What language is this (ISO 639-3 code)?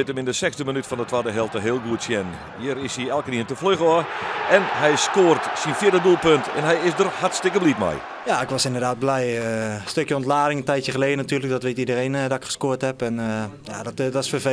fry